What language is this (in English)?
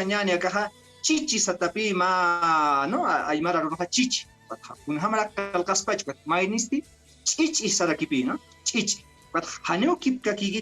Aymara